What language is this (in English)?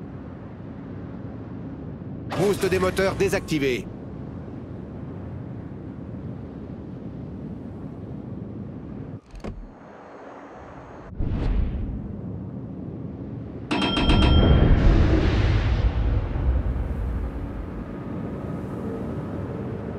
French